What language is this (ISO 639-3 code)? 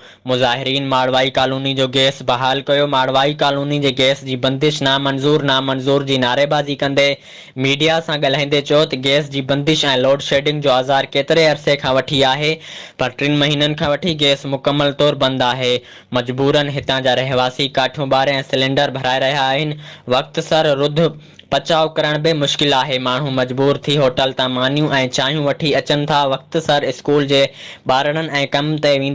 snd